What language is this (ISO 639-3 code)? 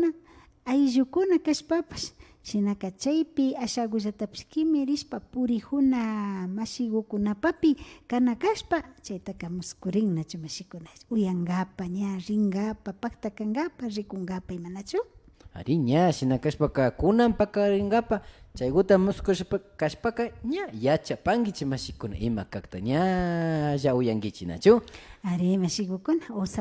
qvi